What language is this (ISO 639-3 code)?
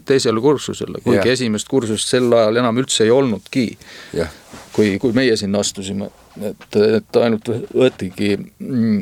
est